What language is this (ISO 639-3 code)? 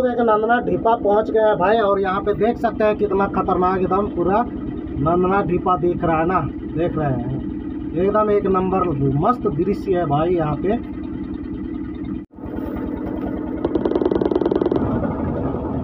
hin